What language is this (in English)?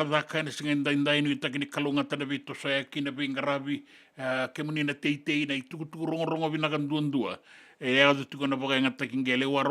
Fijian